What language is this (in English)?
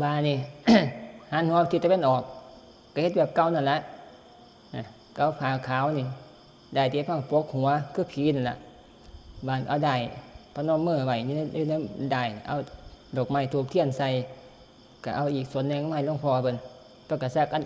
Northeastern Thai